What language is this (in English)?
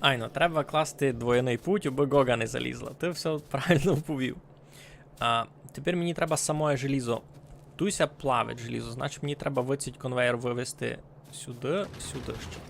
Rusyn